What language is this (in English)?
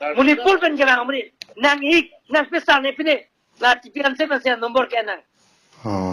Karbi